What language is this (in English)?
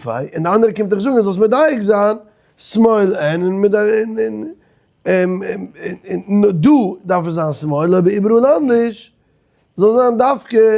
Yiddish